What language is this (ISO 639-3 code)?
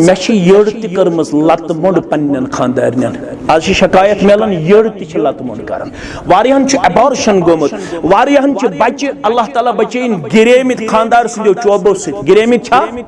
kas